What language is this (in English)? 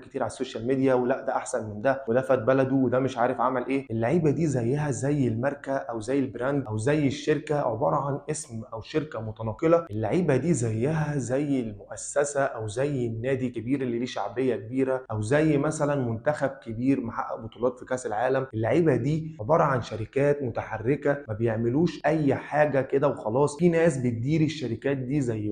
Egyptian Arabic